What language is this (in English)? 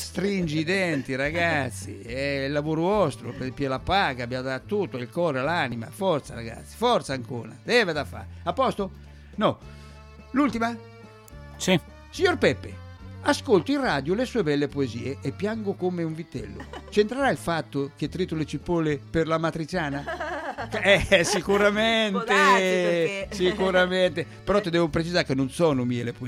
Italian